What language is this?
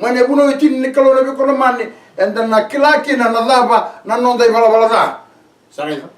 Fijian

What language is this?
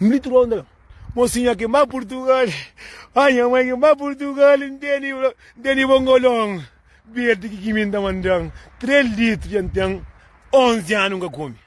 Kabuverdianu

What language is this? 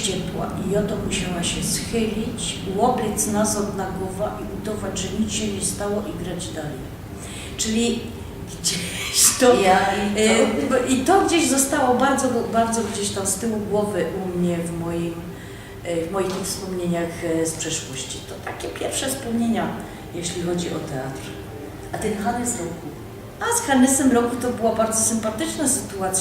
Silesian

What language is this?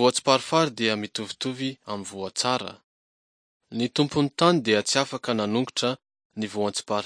Malagasy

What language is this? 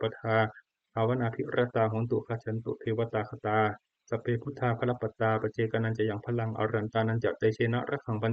Pali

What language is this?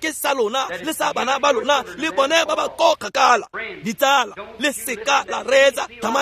Tswana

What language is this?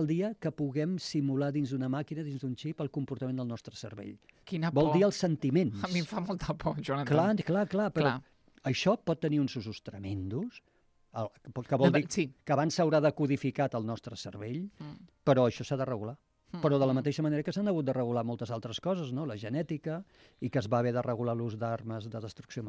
Catalan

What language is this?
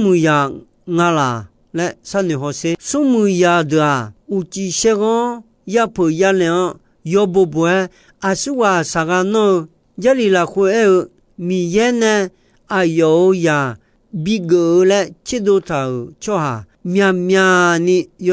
Akha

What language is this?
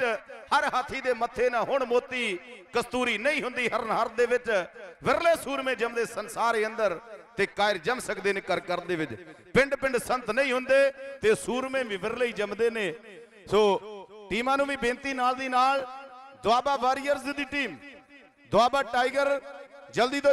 Punjabi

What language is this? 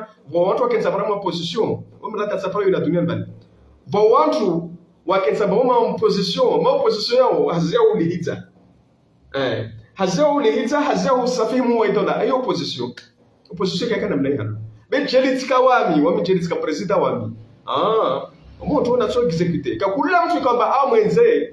Ngazidja Comorian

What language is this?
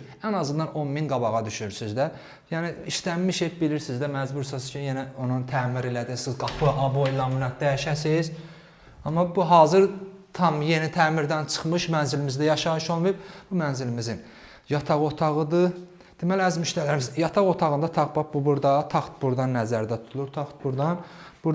Azerbaijani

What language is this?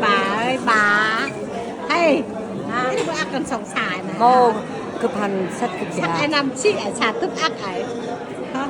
Central Mnong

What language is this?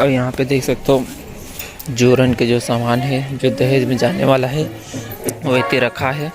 Chhattisgarhi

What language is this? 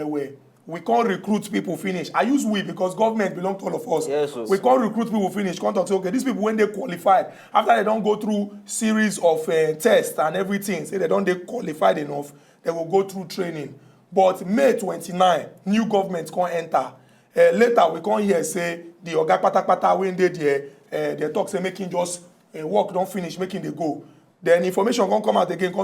Nigerian Pidgin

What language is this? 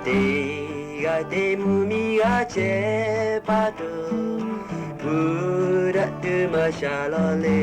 Lahu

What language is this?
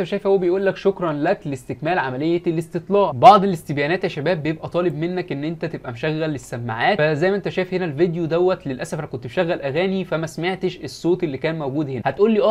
Egyptian Arabic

